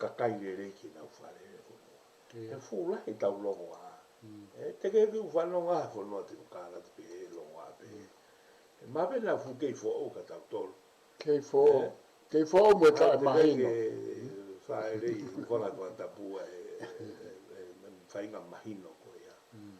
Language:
Tongan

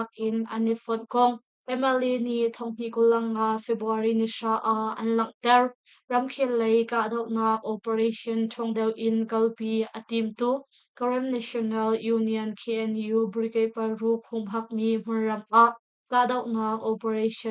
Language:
Hakha Chin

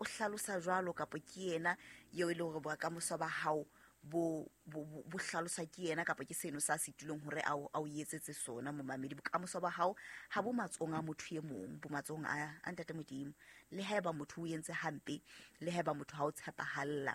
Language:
Southern Sotho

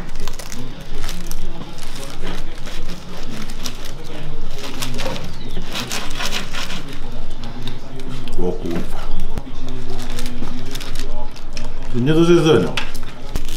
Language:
Polish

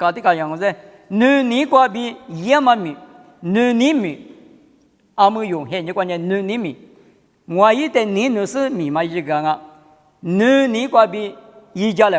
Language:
Lisu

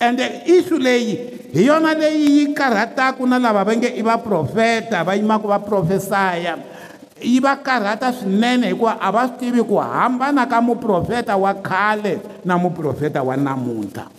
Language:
Tsonga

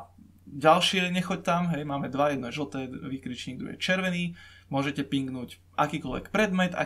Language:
Slovak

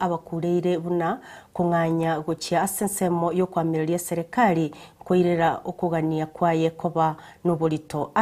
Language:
Gusii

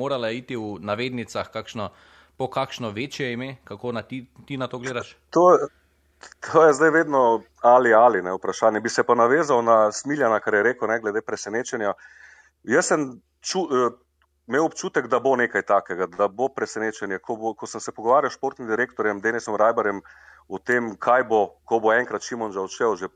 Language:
Slovenian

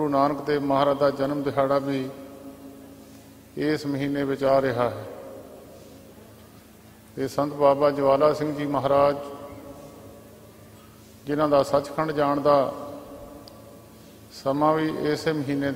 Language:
Punjabi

